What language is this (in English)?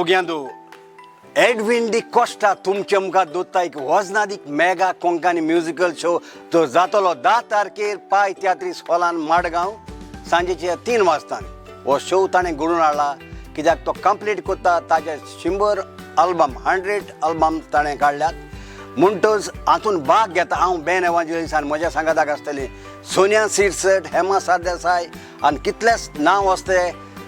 Konkani